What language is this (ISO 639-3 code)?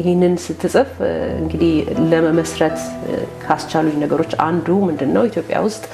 amh